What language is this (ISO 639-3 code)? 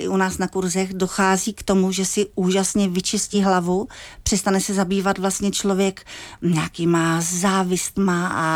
ces